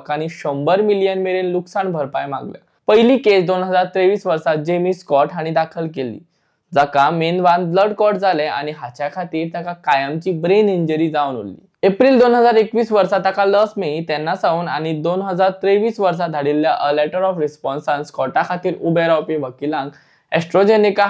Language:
Konkani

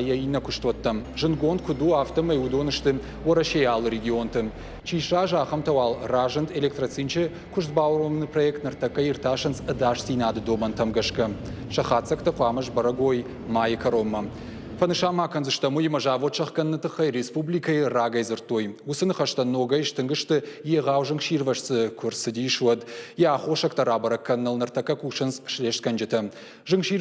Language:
Ossetic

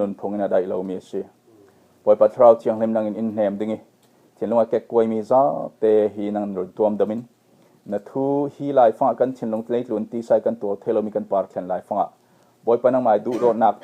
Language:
Falam Chin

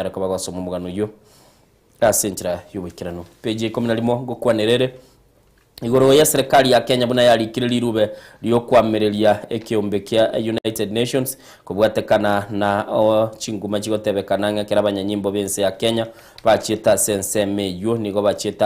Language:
Gusii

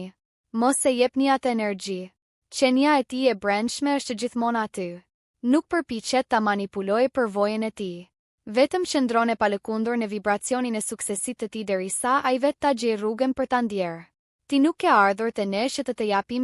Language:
Albanian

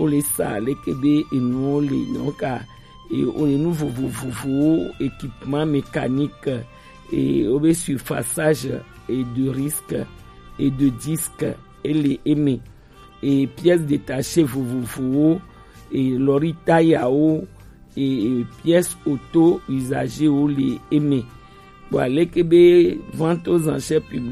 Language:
Gen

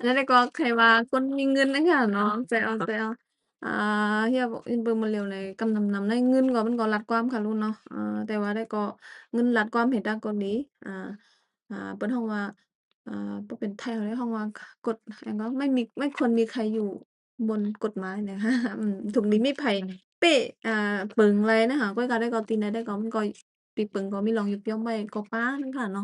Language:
Shan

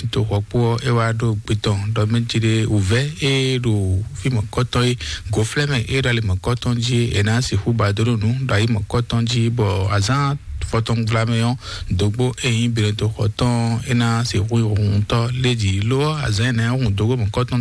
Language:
Fon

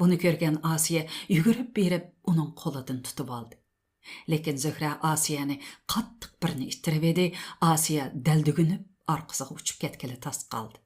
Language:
Uyghur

